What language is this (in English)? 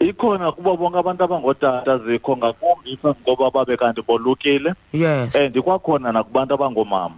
Xhosa